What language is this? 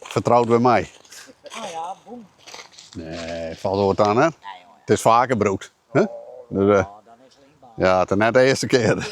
Western Frisian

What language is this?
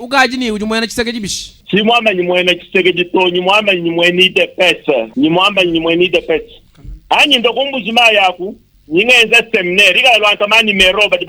Luba-Lulua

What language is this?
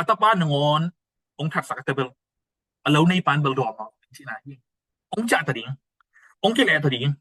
Tedim Chin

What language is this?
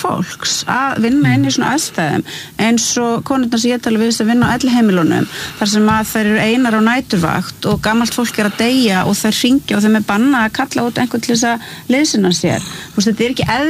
Icelandic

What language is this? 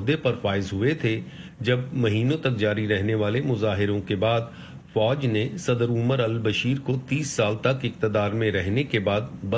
Urdu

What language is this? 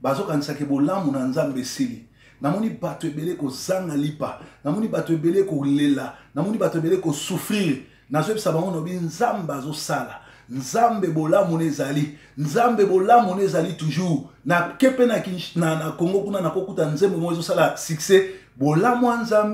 Lingala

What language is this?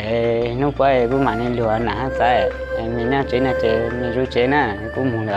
Hmong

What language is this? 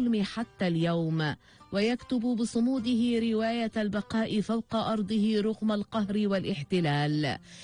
Arabic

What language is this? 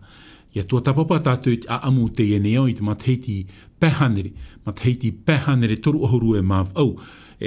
Tahitian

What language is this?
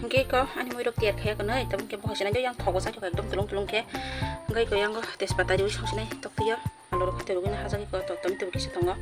Kok Borok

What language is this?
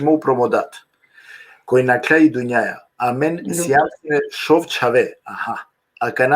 Balkan Romani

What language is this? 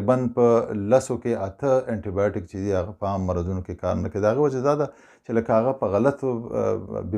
Pashto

